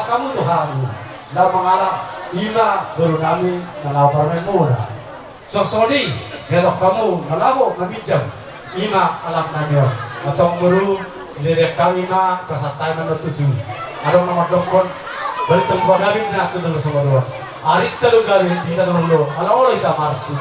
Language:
Batak Toba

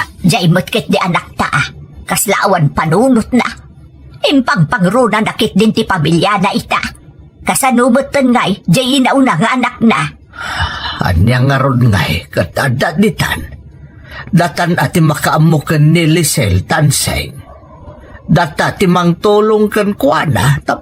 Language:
Iloko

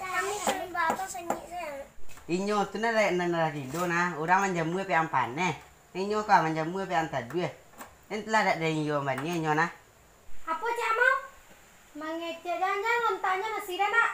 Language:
Minangkabau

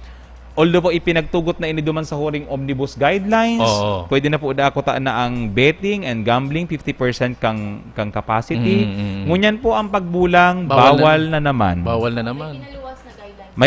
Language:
Bikol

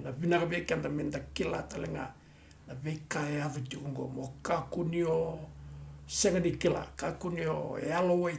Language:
Fijian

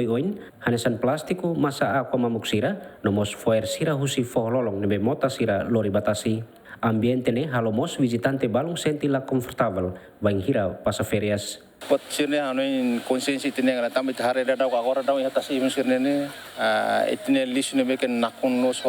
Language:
Tetum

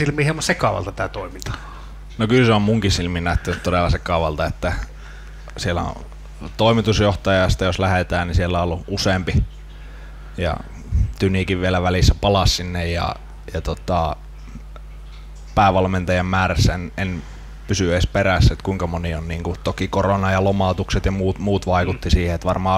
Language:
Finnish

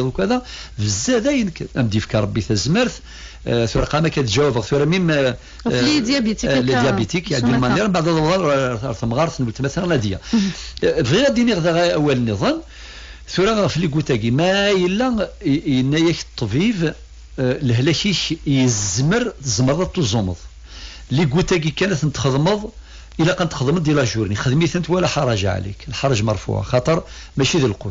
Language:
Kabyle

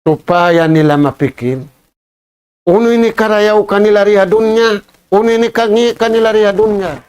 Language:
Tausug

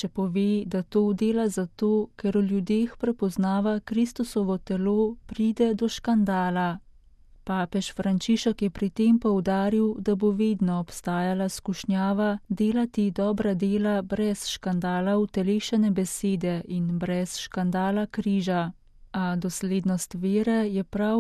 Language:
Slovenian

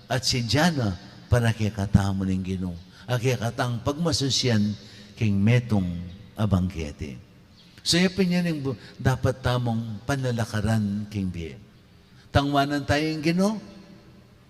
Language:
Pampanga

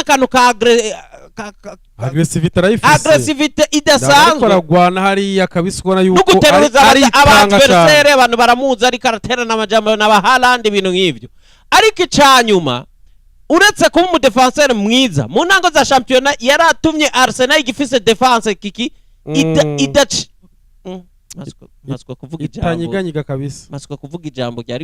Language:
Rundi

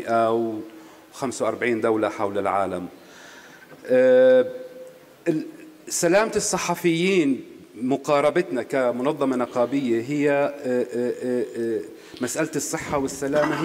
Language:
Arabic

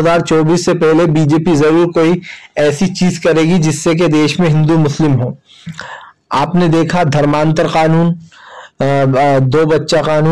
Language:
Hindi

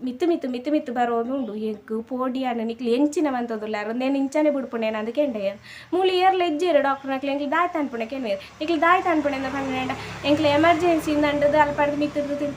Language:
Tulu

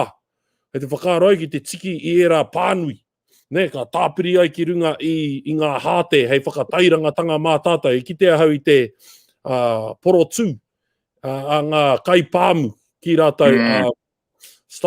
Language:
Māori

